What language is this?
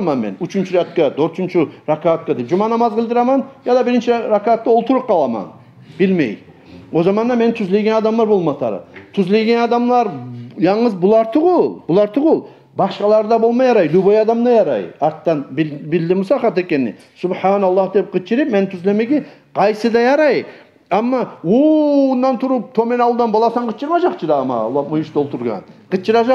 Kumyk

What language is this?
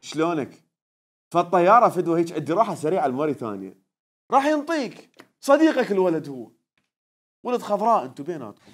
Mesopotamian Arabic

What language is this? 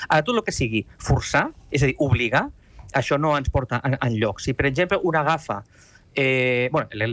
Catalan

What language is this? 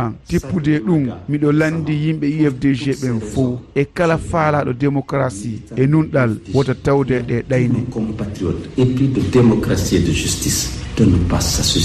Fula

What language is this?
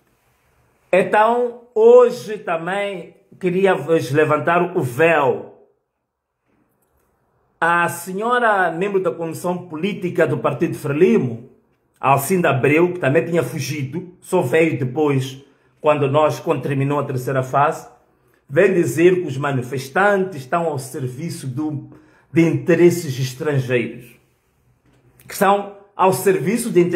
Portuguese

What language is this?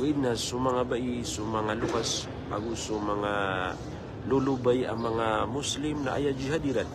Maranao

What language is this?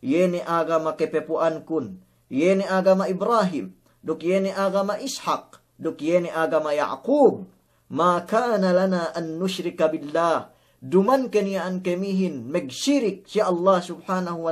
Yakan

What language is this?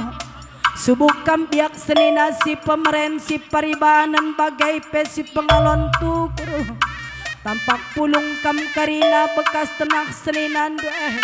Batak Karo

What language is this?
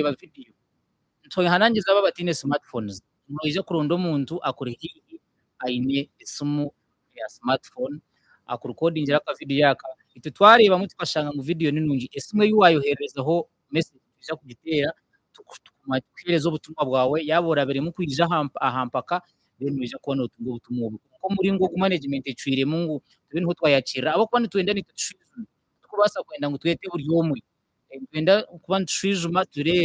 Nyankole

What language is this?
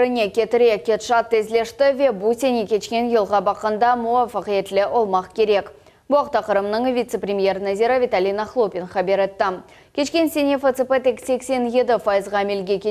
Crimean Tatar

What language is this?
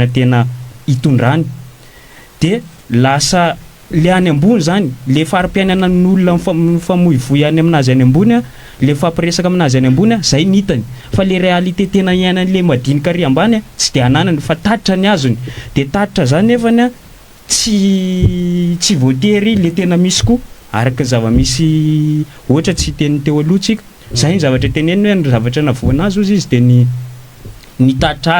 Malagasy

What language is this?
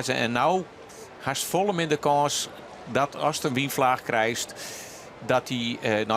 Western Frisian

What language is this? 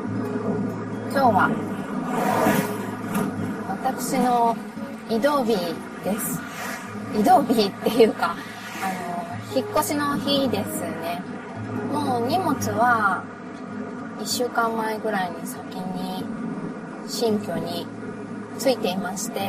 Japanese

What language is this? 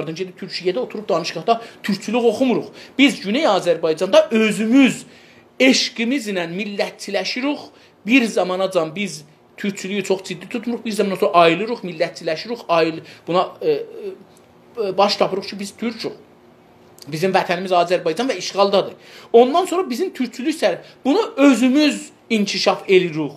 South Azerbaijani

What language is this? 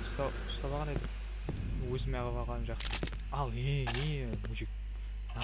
Kara-Kalpak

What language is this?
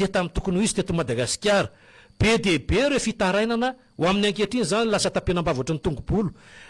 Malagasy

